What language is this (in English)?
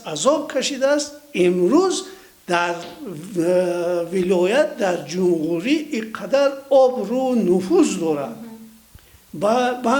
Tajik